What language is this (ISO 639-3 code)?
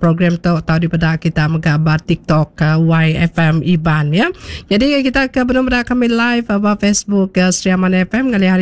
iba